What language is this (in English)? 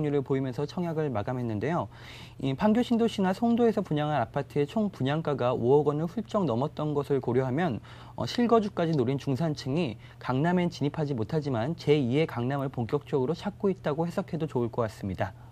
Korean